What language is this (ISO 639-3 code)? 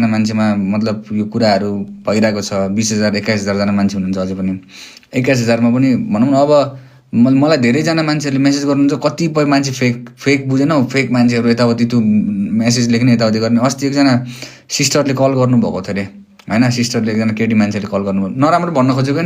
nep